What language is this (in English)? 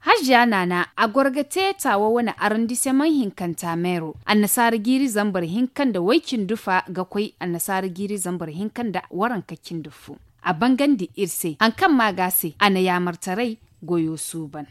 Zarma